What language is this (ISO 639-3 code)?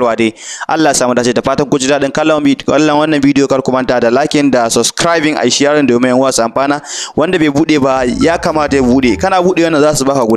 hau